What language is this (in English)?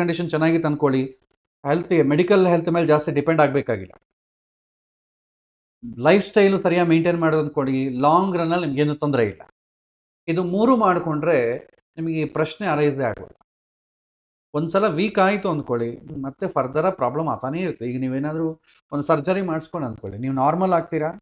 Kannada